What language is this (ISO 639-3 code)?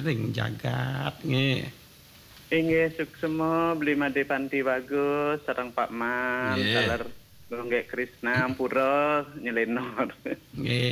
ban